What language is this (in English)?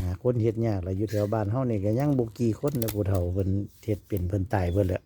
Northeastern Thai